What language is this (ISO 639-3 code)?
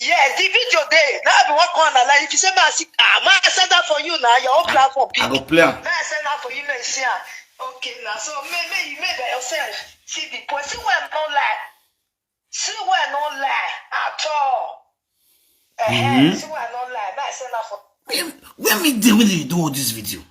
pcm